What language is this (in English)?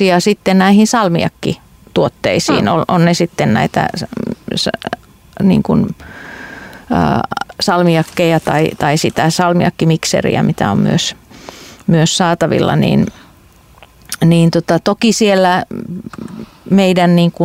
Finnish